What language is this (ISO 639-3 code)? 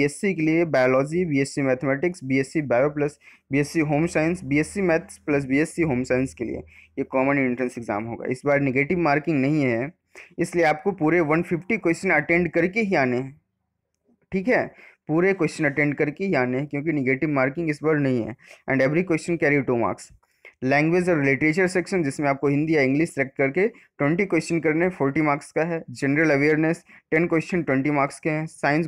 hin